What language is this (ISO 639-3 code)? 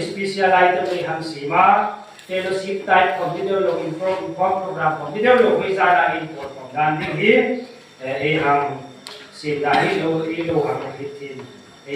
hmr